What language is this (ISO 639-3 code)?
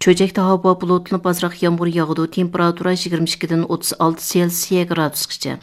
uig